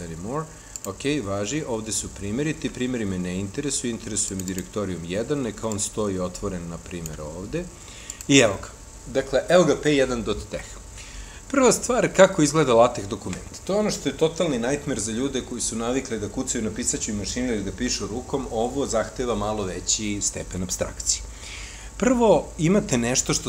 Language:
Serbian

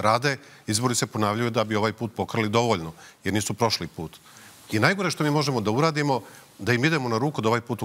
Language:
Serbian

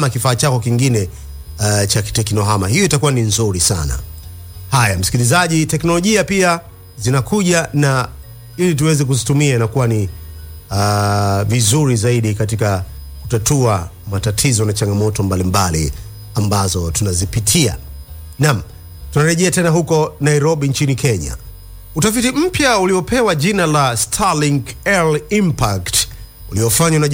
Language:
Swahili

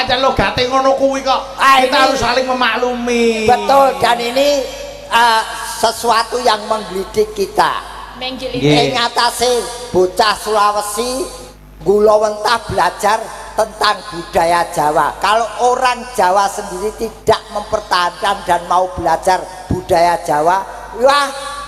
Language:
Javanese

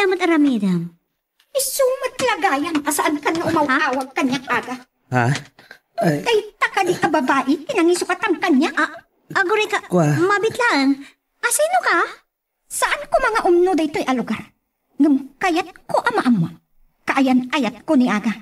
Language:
Iloko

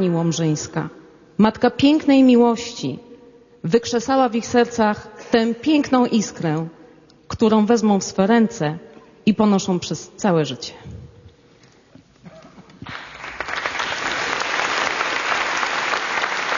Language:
Polish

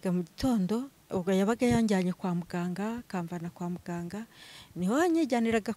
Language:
Kinyarwanda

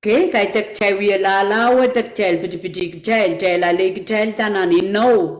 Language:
Pohnpeian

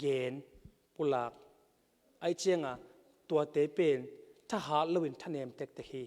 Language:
Tedim Chin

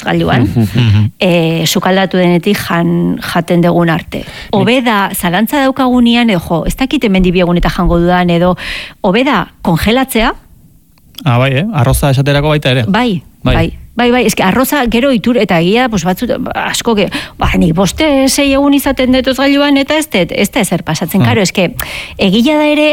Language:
Basque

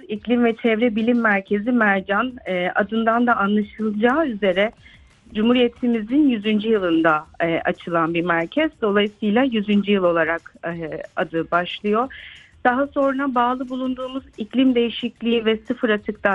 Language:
Turkish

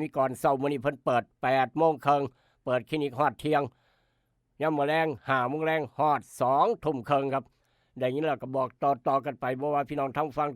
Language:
Northeastern Thai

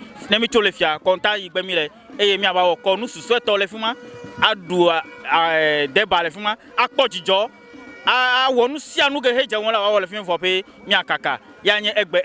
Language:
Ewe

